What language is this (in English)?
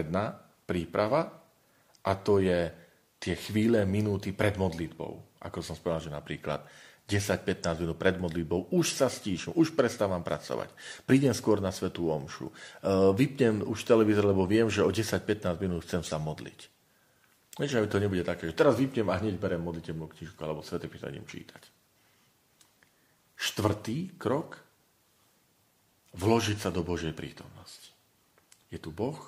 Slovak